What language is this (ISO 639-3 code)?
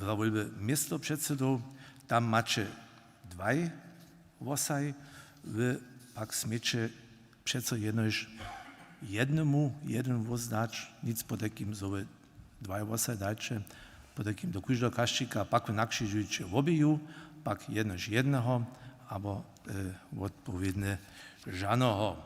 hsb